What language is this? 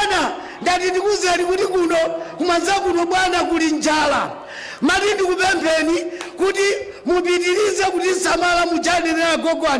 Nyanja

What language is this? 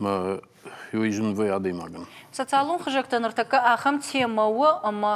Ossetic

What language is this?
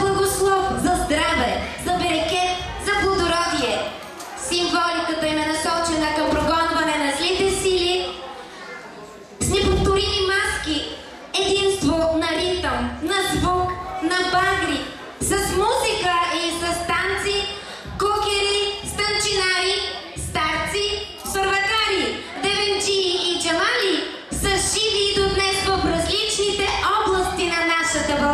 Bulgarian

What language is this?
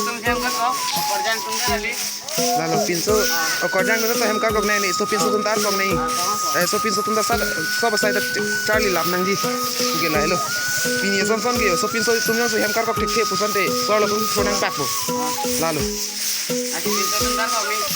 Karbi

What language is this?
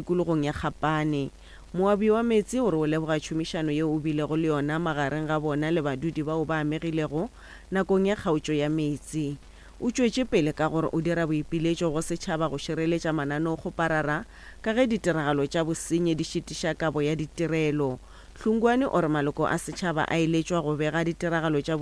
Northern Sotho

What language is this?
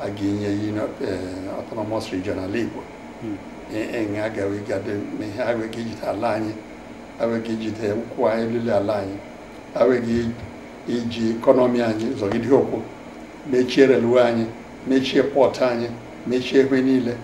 Igbo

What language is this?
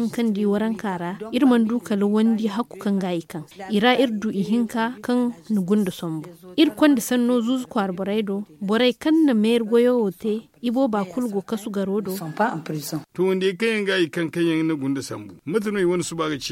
Zarma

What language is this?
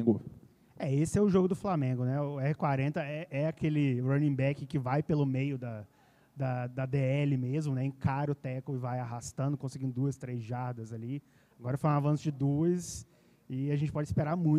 Portuguese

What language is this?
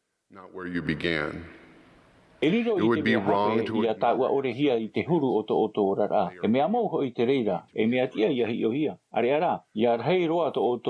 Tahitian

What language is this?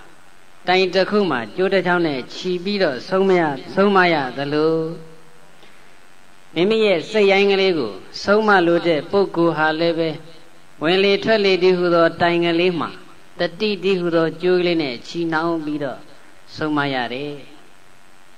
Burmese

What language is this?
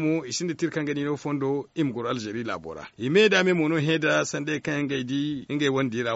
Zarma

